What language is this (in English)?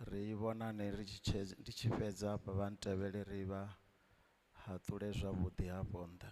Venda